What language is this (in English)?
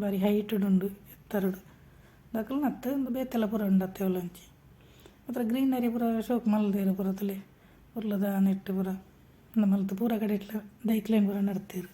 Tulu